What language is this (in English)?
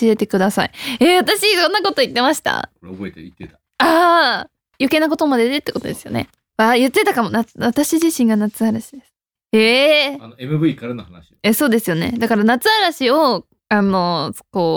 Japanese